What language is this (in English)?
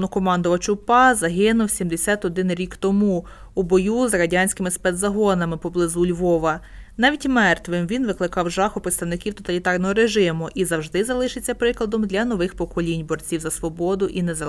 Ukrainian